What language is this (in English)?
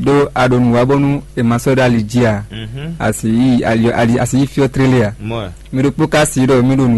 Fon